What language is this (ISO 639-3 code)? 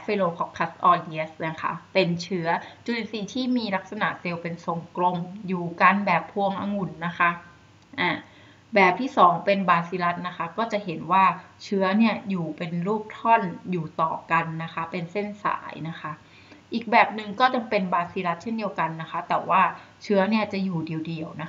tha